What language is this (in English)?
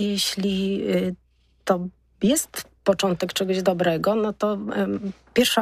Polish